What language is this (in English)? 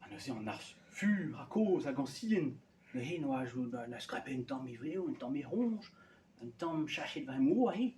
Breton